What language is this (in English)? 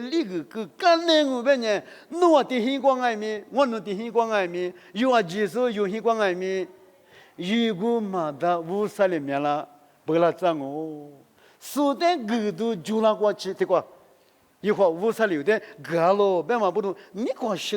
Lisu